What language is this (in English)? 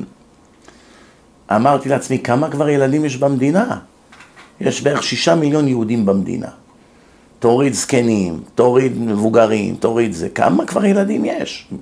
Hebrew